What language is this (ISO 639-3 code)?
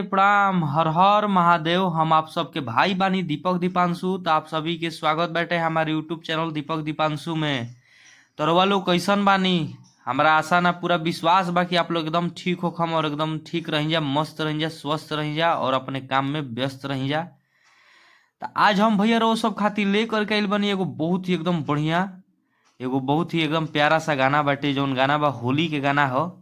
bho